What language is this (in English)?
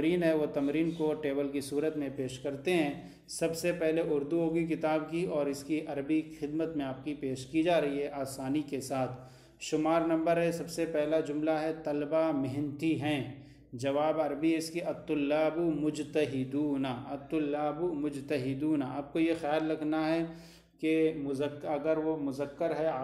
Urdu